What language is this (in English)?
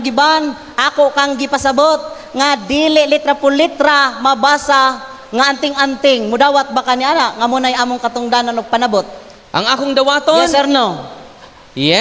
Cebuano